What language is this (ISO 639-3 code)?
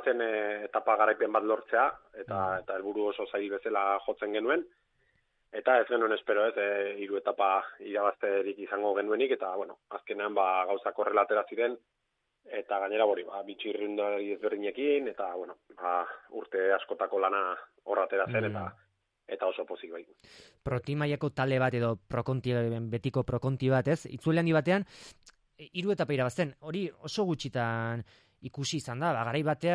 eus